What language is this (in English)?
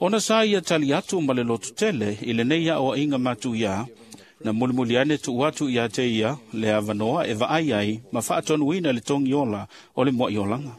Samoan